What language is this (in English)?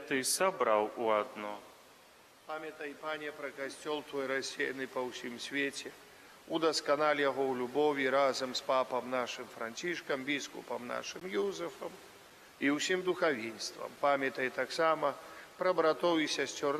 Belarusian